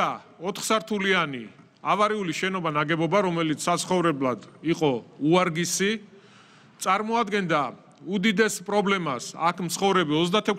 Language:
Georgian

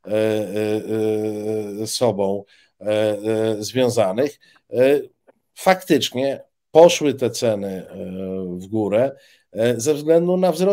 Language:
Polish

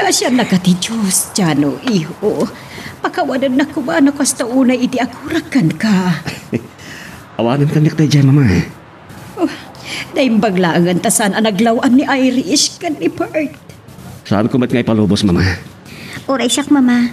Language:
Iloko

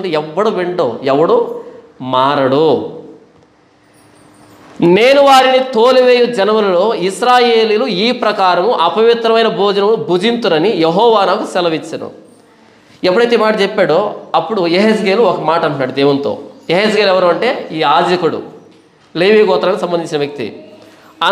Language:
Telugu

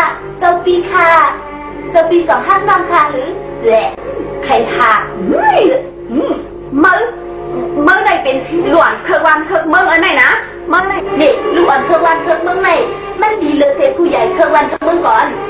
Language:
Shan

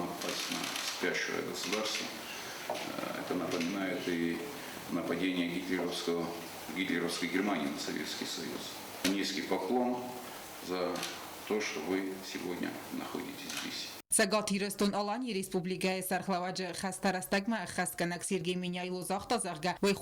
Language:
Ossetic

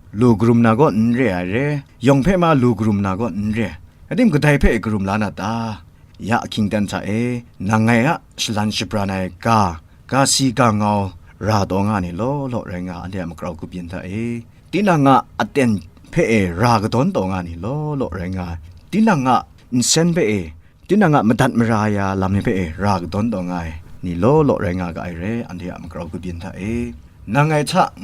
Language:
Kachin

